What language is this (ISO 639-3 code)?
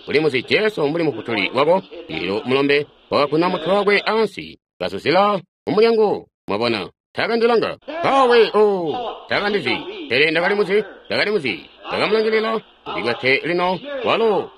toi